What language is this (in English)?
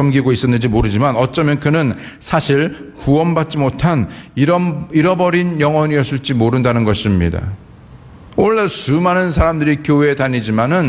Korean